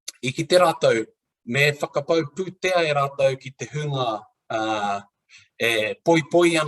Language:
Māori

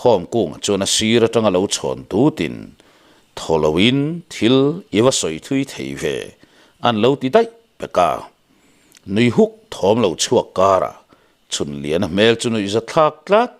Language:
Mizo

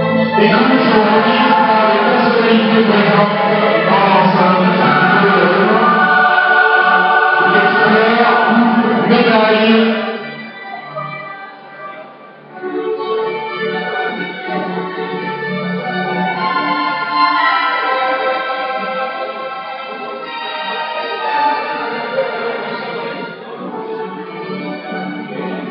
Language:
French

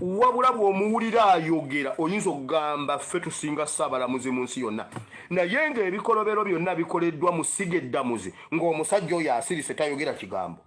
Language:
Ganda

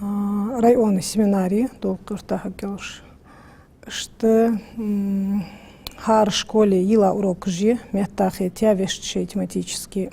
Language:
Ingush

